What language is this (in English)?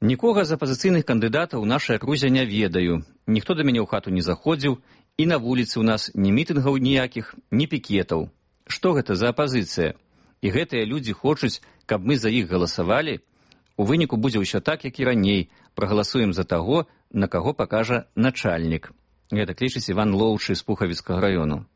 Belarusian